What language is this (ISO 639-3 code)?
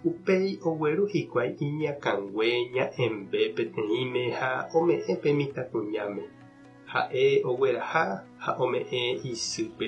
grn